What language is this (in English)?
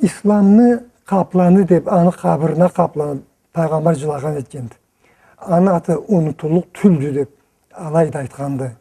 Karachay-Balkar